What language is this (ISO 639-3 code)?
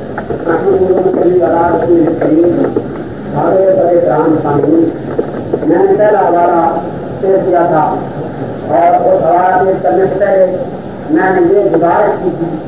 urd